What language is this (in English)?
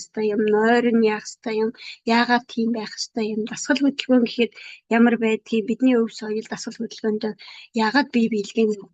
Mongolian